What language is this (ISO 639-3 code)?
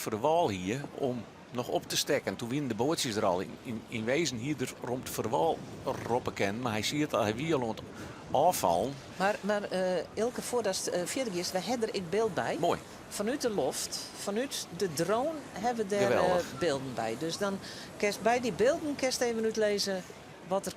fry